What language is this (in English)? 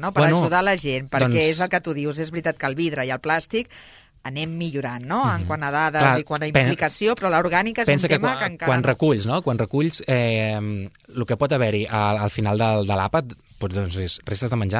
Catalan